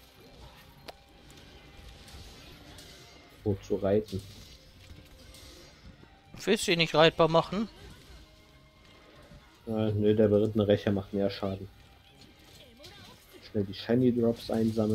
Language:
German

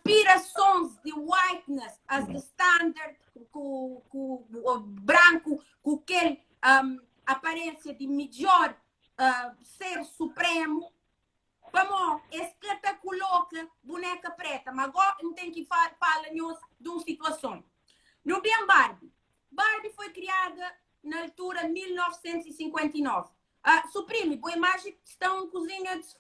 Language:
Kabuverdianu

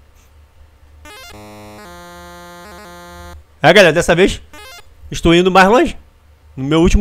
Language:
Portuguese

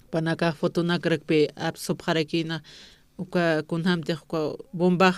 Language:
Aymara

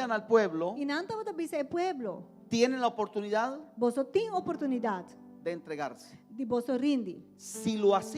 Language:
Papiamento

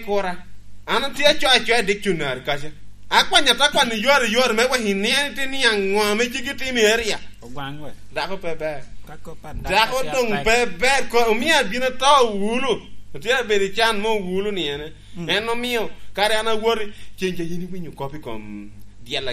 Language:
Lango (Uganda)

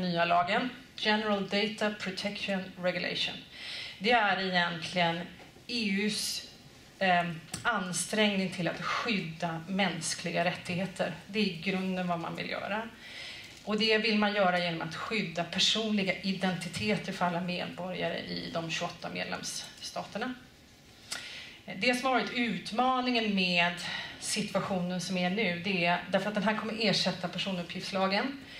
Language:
Swedish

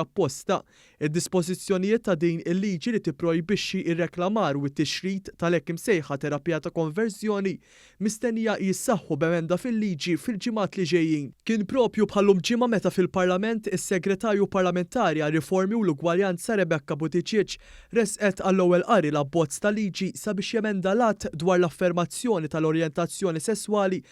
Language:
Maltese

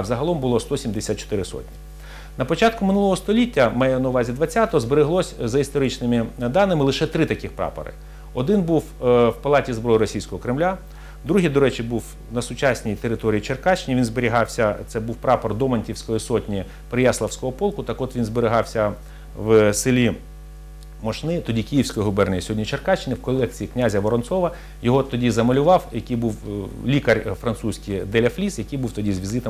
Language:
Ukrainian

